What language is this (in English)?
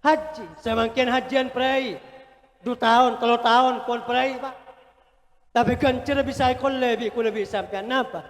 Madurese